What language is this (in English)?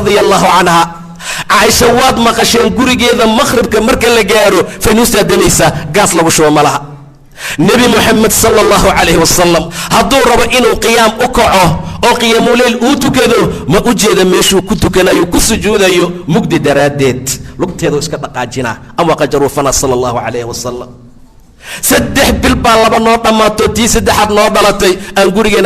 Somali